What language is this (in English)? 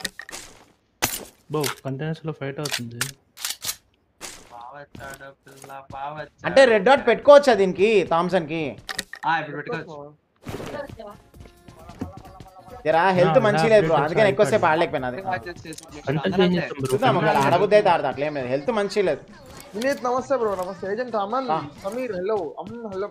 Telugu